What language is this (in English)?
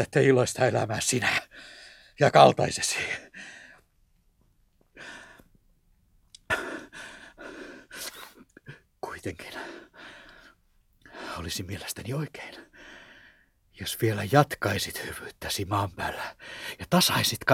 Finnish